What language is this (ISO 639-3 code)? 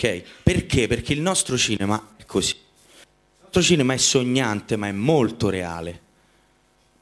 ita